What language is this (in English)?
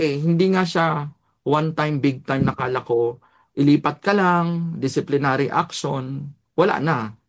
Filipino